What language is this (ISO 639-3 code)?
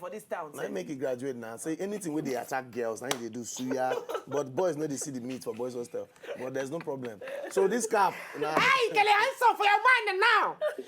pcm